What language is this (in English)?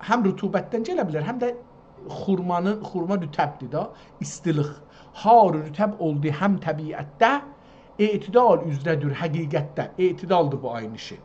South Azerbaijani